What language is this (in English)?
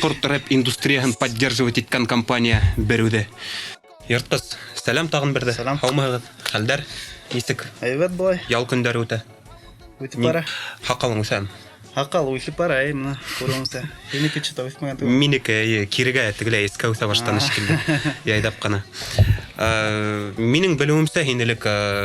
Bashkir